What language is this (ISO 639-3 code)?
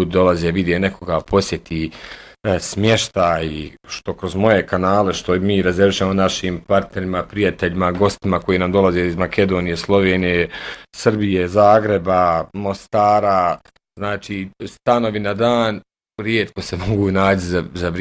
bos